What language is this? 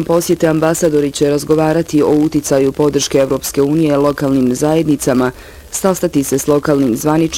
Bosnian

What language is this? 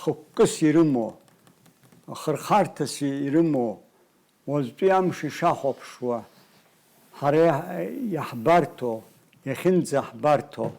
Abkhazian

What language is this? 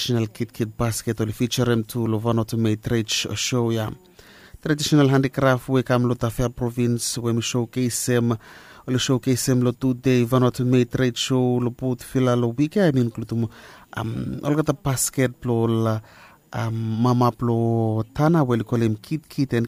Bislama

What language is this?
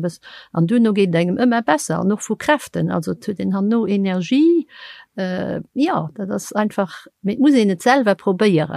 Luxembourgish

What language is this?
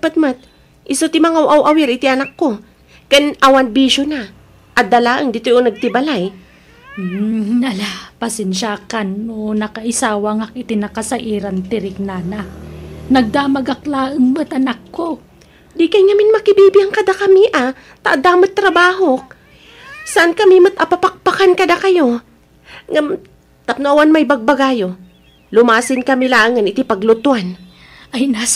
Iloko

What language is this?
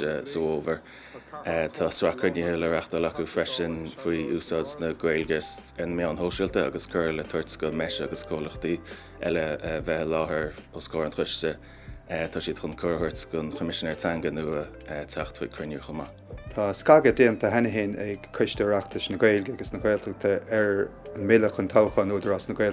Irish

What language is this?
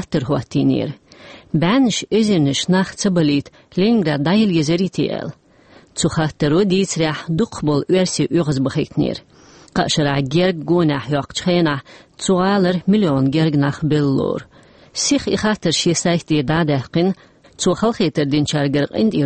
Chechen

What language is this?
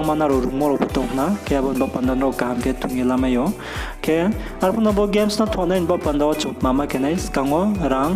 Riang (India)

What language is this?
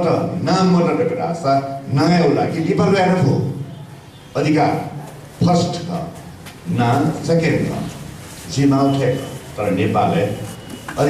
Newari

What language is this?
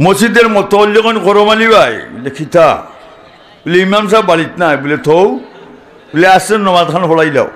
Sylheti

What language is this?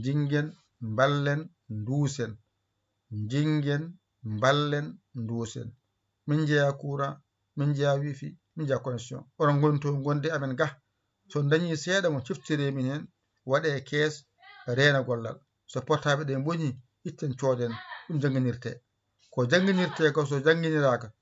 Fula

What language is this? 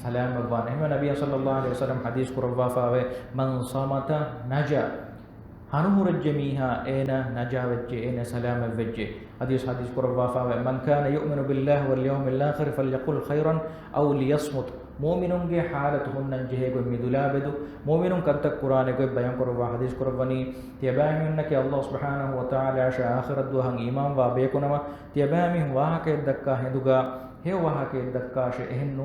Divehi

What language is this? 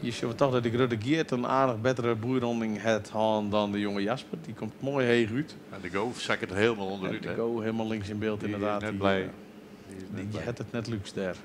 Western Frisian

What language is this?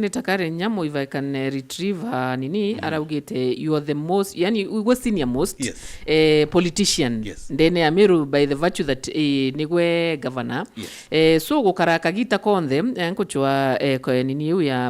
Meru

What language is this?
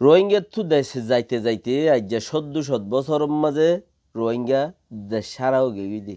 Rohingya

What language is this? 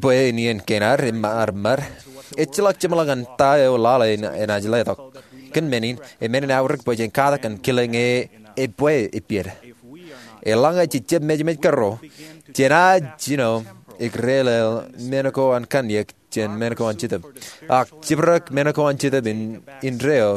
Marshallese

